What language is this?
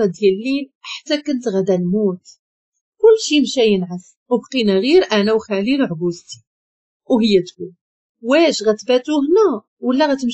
Moroccan Arabic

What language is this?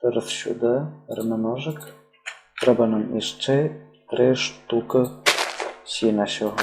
Rusyn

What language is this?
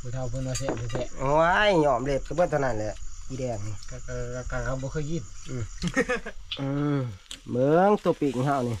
Northeastern Thai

